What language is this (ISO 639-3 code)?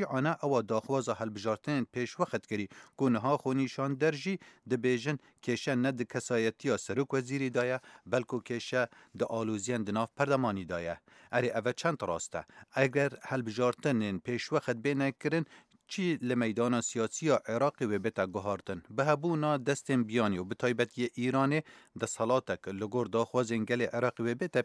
kur